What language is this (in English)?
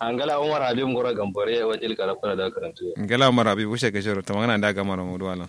Kanuri